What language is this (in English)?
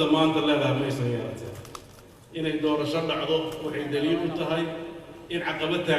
Somali